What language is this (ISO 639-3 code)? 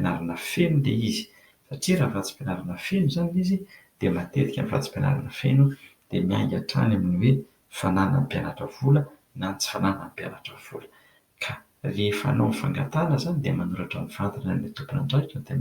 mlg